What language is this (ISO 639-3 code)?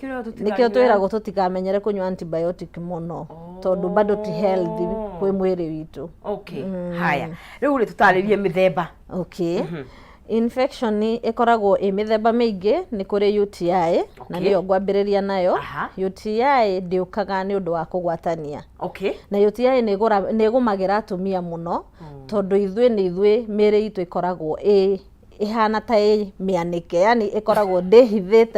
kik